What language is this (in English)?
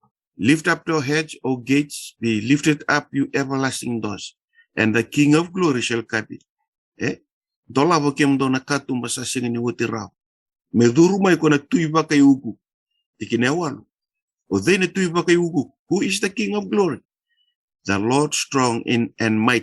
Fijian